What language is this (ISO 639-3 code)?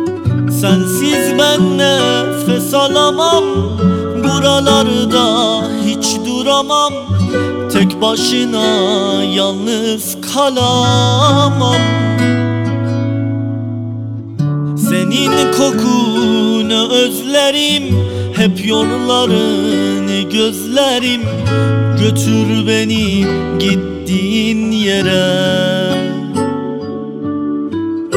tur